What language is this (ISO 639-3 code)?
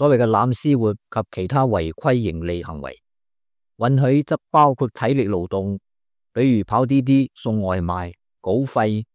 yue